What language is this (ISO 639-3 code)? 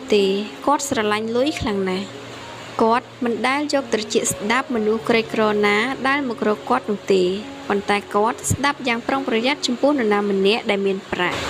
khm